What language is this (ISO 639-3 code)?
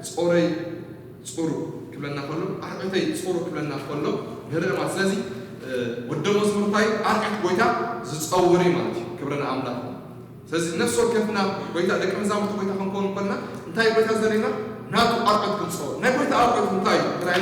tir